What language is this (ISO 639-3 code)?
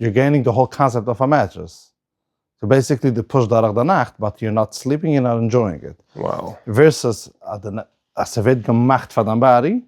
yid